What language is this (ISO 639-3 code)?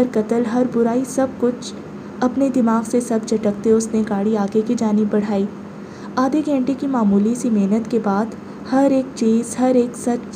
urd